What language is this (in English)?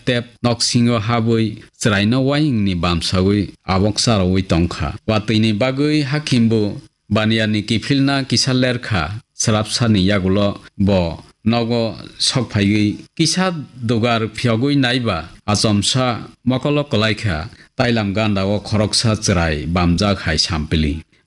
Kok Borok